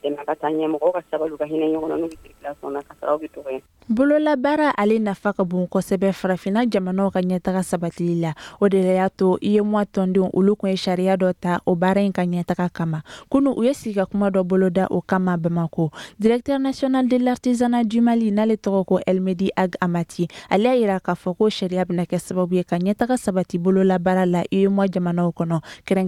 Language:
Bambara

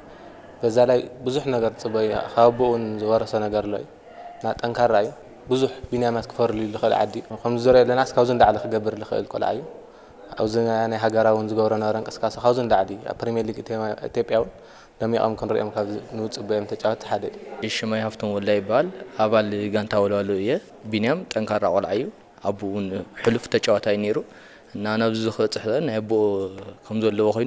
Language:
Tigrinya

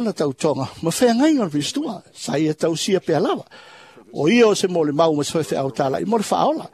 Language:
Samoan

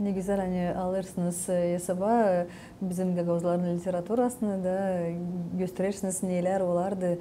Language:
Gagauz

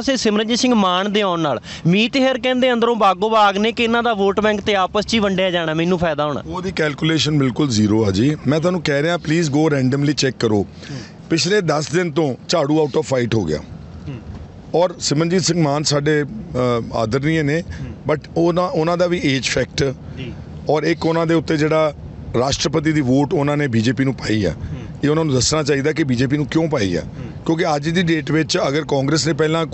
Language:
Punjabi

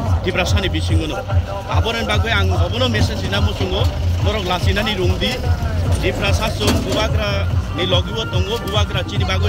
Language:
Kok Borok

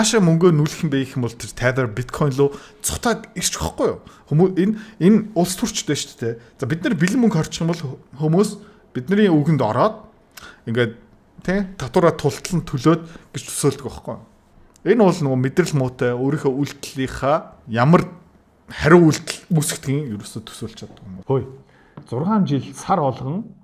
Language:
Mongolian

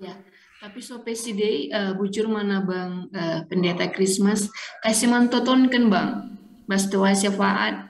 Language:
Batak Karo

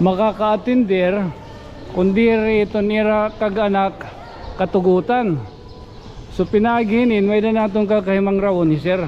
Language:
Waray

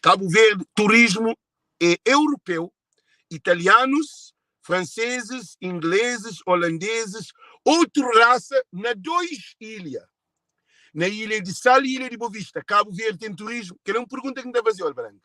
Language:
Kabuverdianu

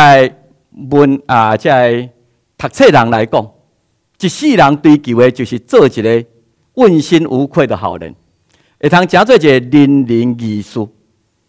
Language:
Min Nan Chinese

